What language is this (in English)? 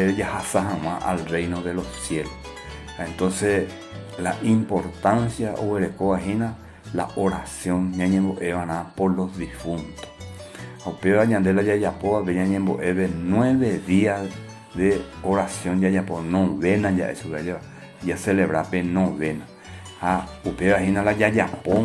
Guarani